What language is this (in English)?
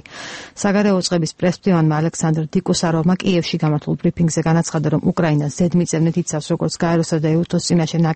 Georgian